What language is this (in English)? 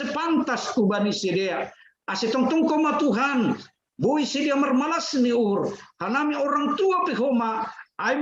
Batak Simalungun